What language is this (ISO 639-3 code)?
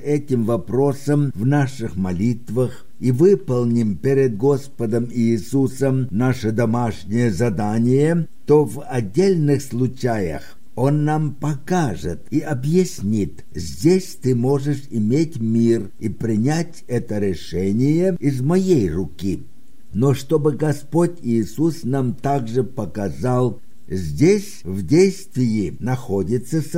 rus